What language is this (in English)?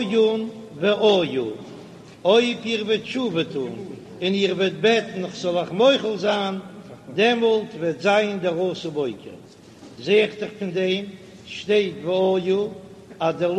Yiddish